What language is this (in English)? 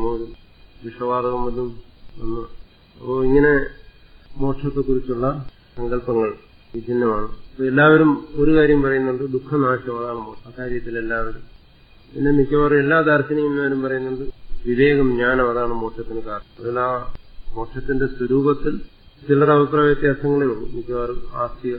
Malayalam